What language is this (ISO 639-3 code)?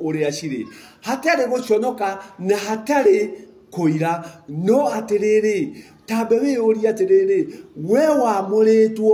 kik